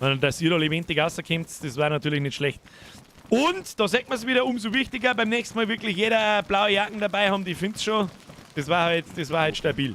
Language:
Bavarian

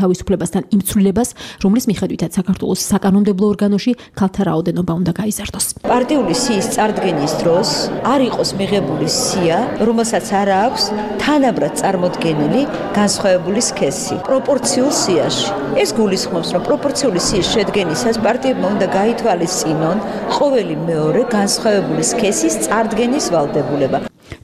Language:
Georgian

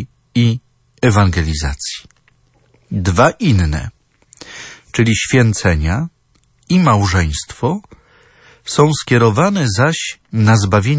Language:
Polish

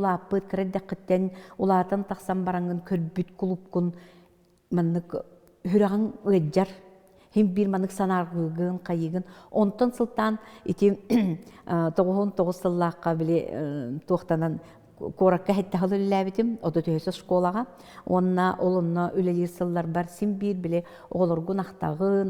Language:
Yakut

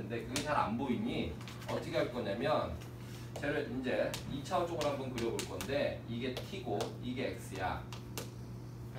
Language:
Korean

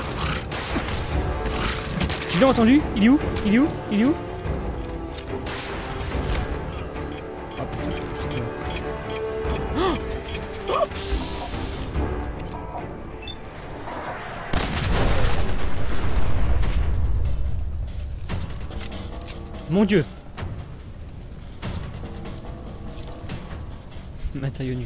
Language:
French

